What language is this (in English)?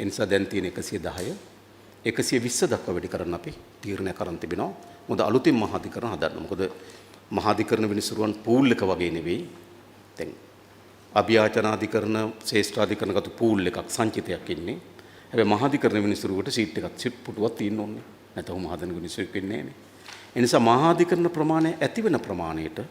Sinhala